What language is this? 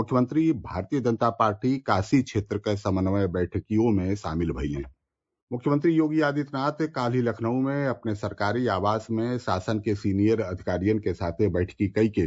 Bhojpuri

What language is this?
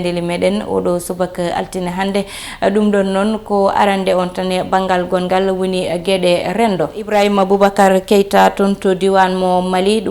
Fula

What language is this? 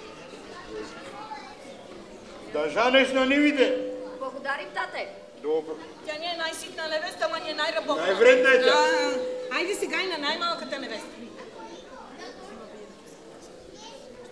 Bulgarian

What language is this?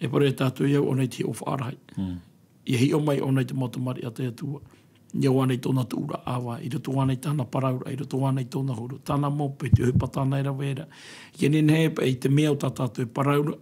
Tahitian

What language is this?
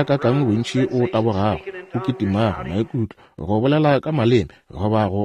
Northern Sotho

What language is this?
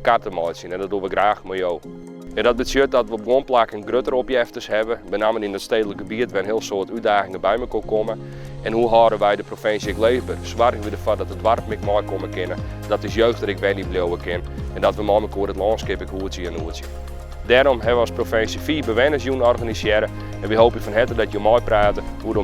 Western Frisian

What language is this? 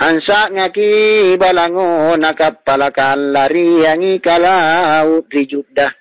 Makasar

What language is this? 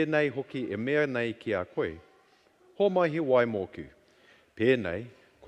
Māori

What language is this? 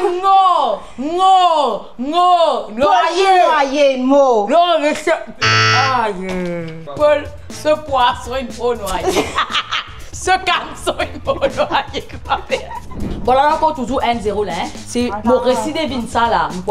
Morisyen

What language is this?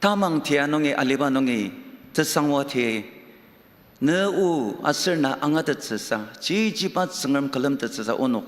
Ao Naga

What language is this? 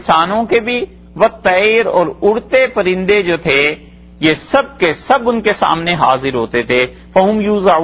Urdu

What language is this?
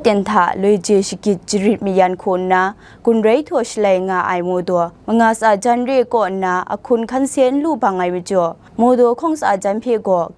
Kachin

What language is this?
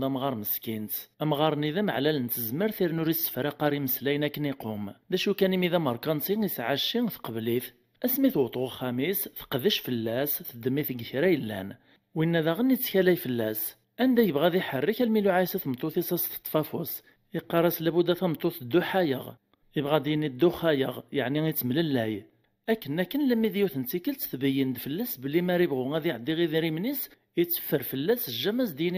Kabyle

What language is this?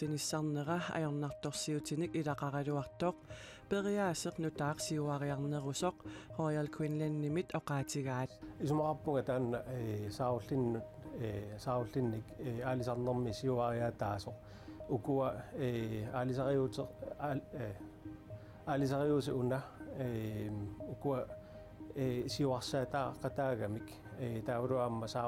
Kalaallisut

